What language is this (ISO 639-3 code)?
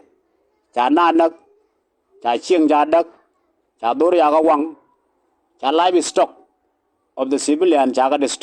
nus